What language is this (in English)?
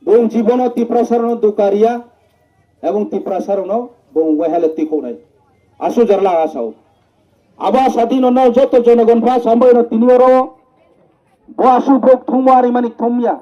Riang (India)